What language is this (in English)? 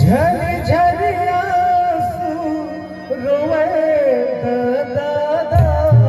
Chhattisgarhi